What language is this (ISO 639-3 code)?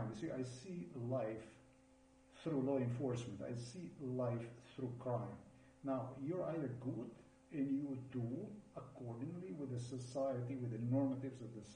eng